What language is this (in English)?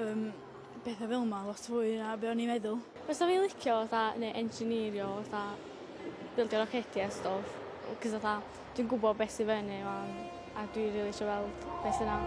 Welsh